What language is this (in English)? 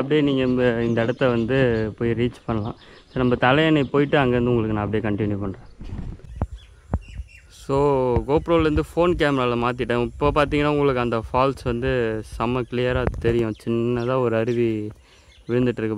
Tamil